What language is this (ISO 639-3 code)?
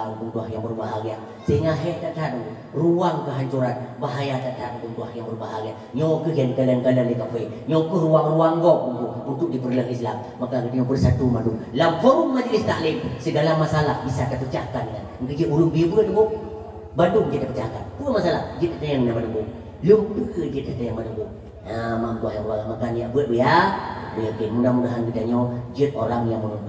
ace